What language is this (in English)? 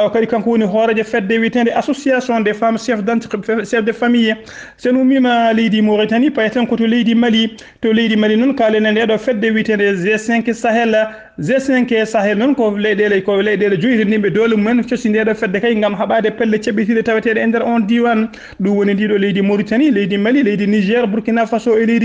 Fula